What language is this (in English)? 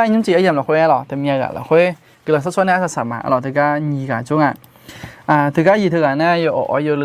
Akha